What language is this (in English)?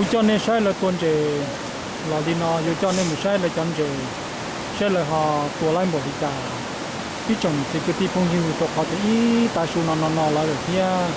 Hmong